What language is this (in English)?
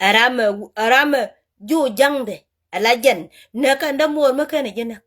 Nuer